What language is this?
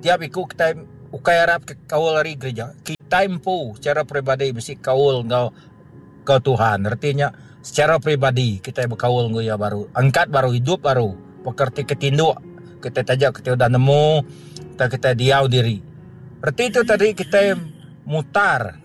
Iban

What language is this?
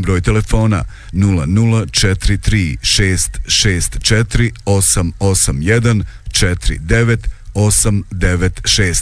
Bosnian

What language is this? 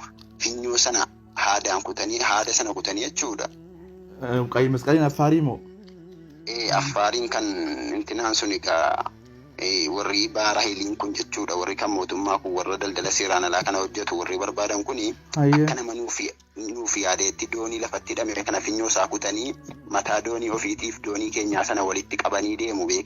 Oromo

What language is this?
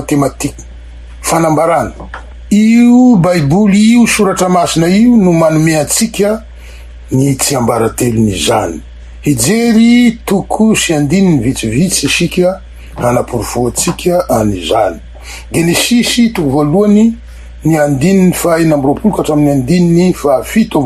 Malagasy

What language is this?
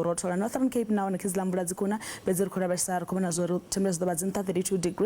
Venda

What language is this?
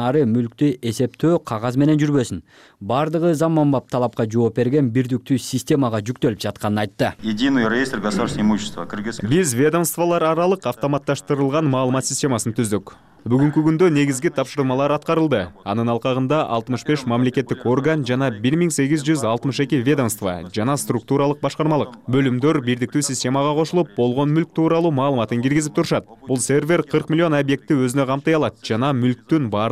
Kyrgyz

